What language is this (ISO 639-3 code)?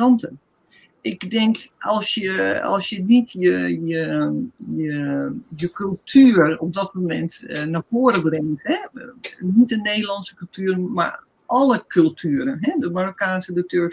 nld